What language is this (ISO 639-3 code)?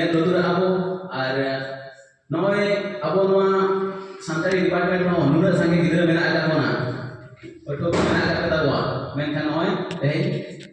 sat